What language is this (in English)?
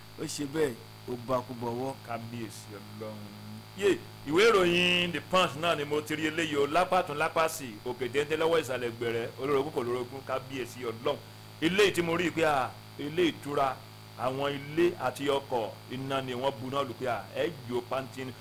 Yoruba